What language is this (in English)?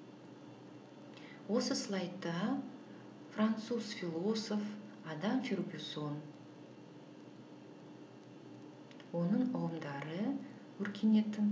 Kazakh